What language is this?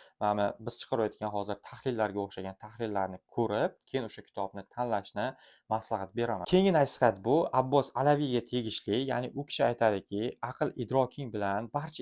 Uzbek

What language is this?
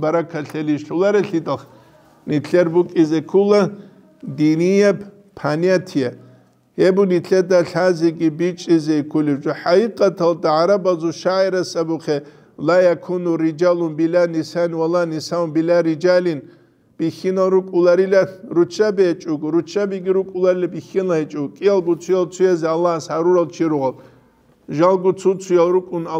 Avaric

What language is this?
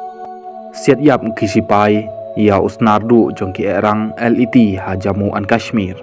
Khasi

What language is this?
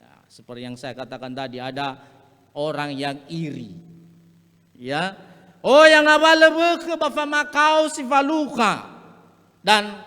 Nias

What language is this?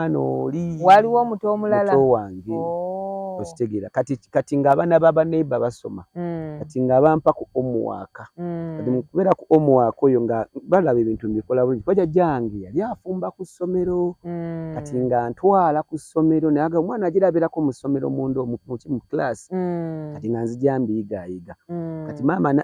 Ganda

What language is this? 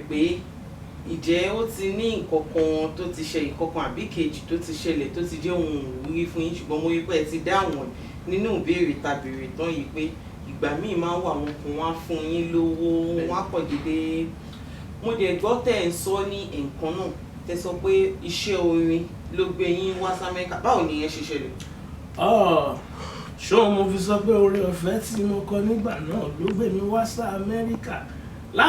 Yoruba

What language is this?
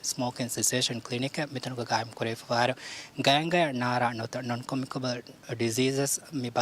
Divehi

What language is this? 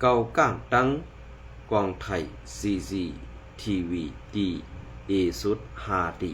Shan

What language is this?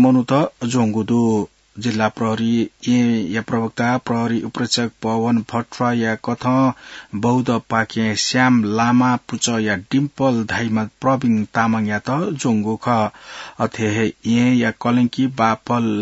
Newari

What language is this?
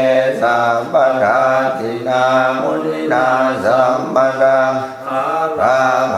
Pali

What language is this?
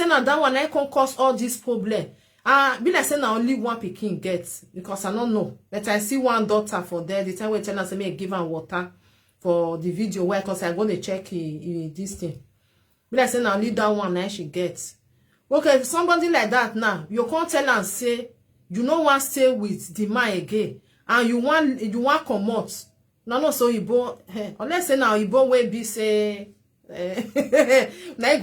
Nigerian Pidgin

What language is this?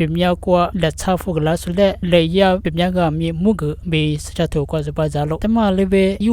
Lisu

